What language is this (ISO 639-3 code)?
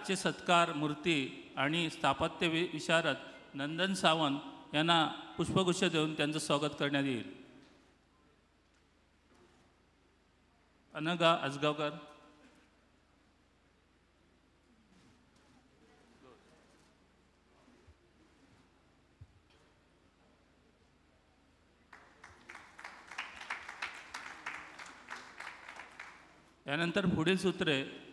mar